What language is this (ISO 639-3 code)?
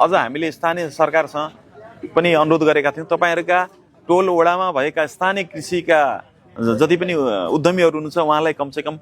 nep